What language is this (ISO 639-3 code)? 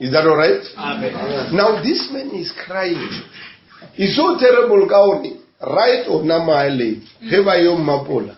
nso